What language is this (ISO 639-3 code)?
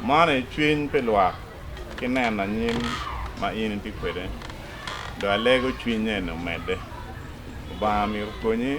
ach